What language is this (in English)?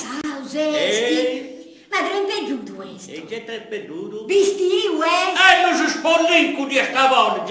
Sardinian